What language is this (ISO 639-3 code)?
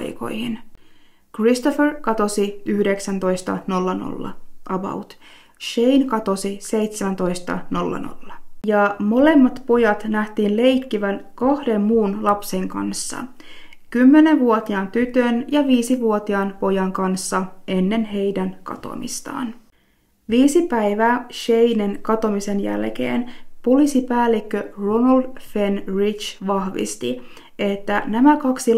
fin